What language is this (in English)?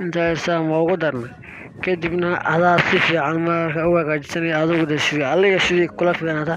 Somali